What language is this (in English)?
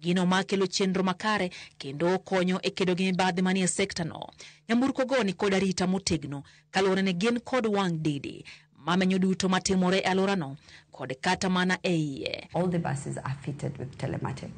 Luo (Kenya and Tanzania)